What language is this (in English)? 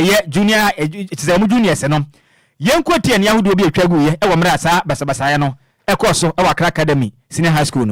Akan